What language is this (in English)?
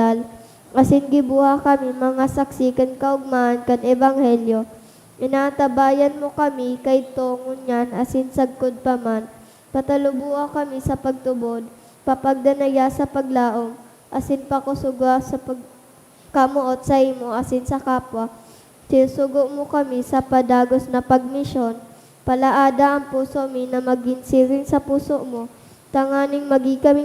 Bikol